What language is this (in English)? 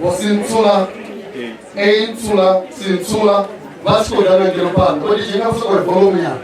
Venda